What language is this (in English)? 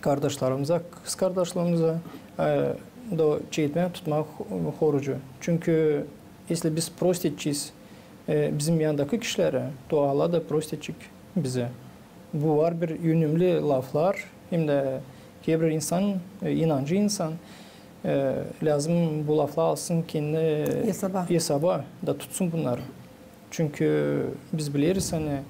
Gagauz